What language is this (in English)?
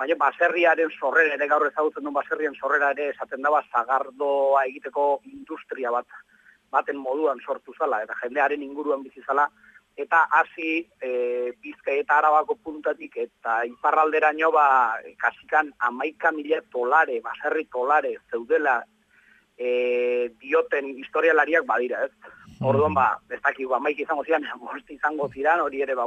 Basque